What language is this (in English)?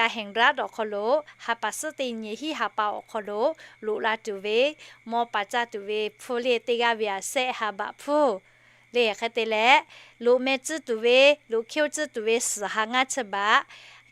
Lahu